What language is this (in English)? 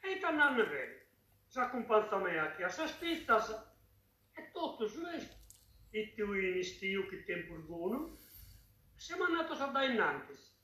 Sardinian